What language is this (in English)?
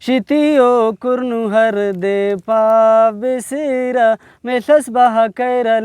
Brahui